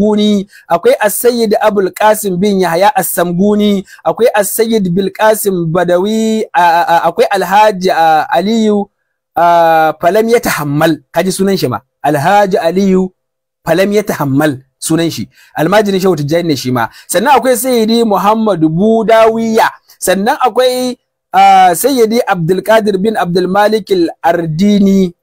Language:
Hausa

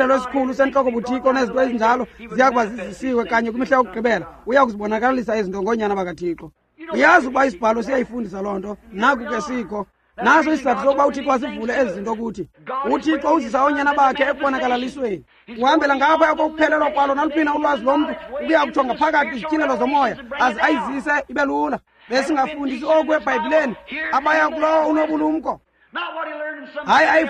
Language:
Xhosa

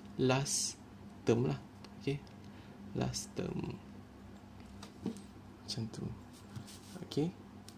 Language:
Malay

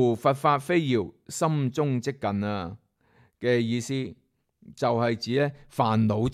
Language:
Cantonese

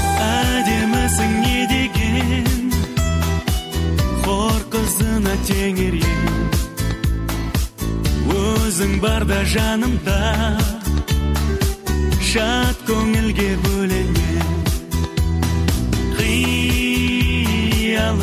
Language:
Kazakh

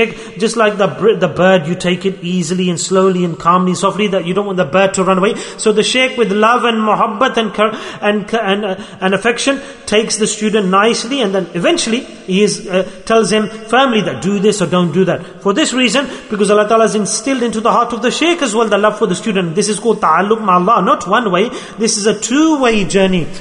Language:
English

